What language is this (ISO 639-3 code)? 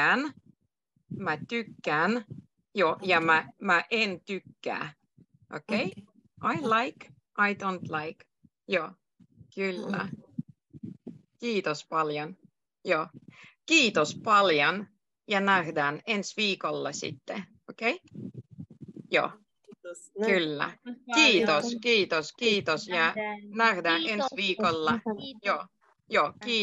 fin